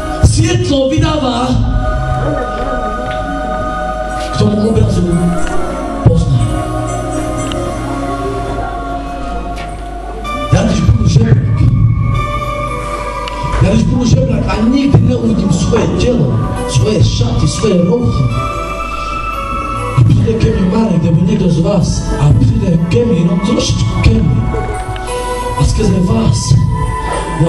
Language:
Czech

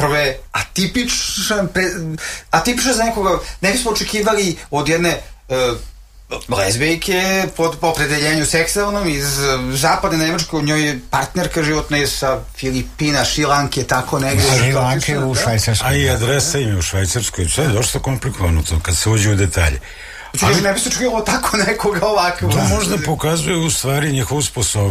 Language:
Serbian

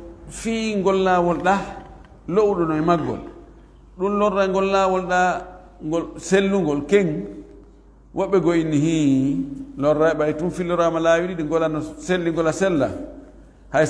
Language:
Fula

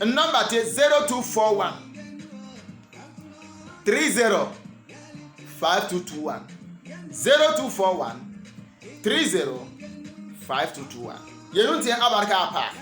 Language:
Bimoba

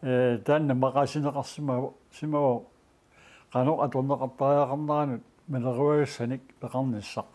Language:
Kalaallisut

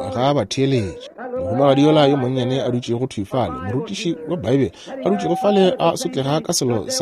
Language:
Northern Sotho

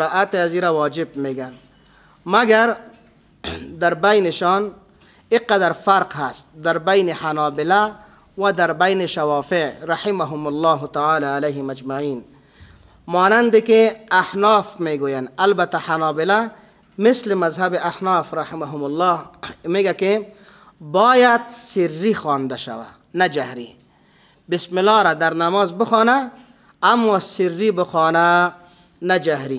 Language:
Persian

